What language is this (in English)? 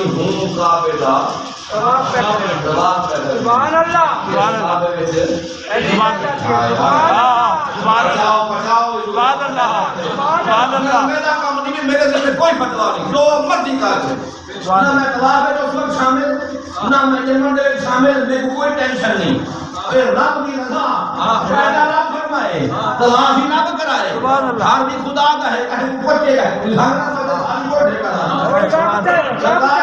Saraiki